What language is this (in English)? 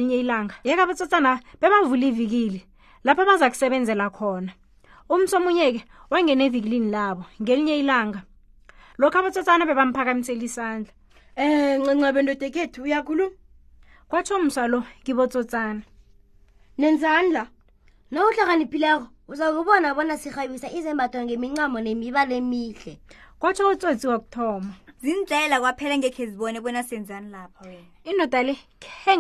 South Ndebele